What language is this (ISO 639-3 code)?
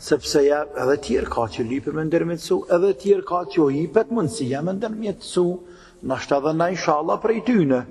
sqi